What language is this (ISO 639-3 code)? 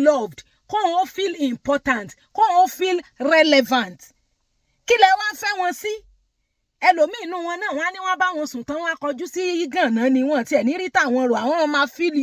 yor